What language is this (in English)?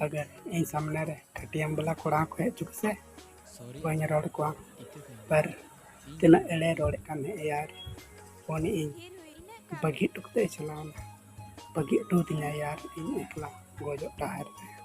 Santali